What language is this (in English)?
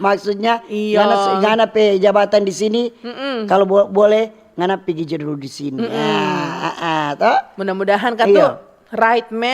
Manado Malay